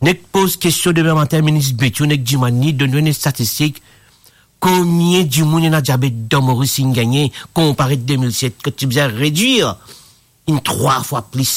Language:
Morisyen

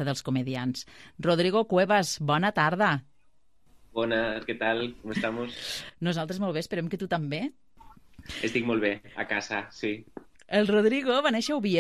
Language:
Catalan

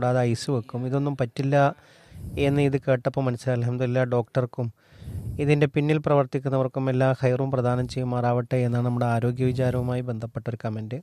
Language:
Malayalam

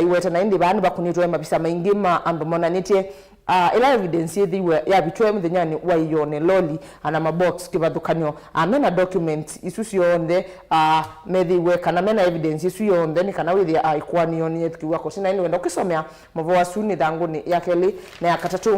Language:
Kamba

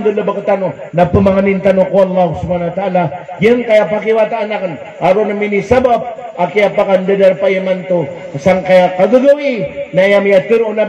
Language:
Maranao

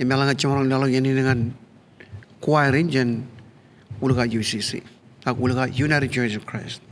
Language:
Marshallese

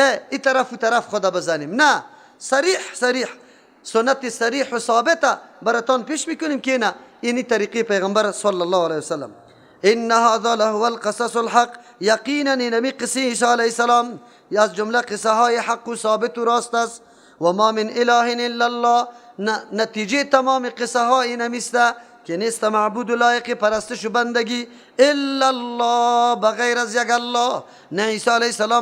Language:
Persian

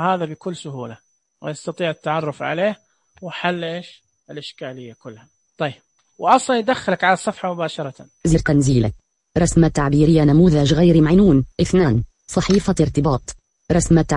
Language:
Najdi Arabic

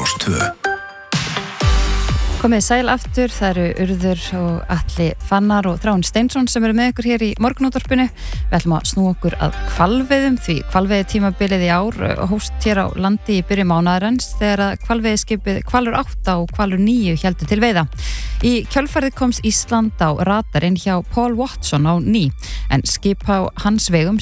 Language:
Icelandic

